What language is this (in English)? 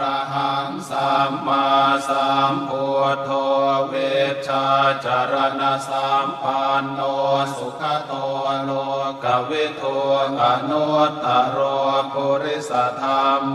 Pali